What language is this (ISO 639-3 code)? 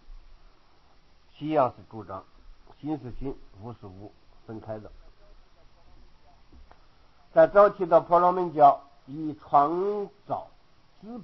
zho